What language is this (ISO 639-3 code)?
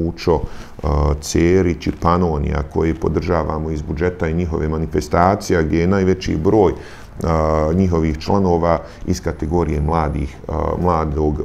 bos